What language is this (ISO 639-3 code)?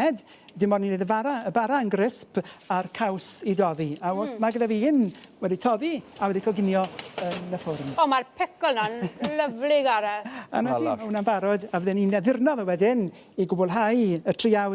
cym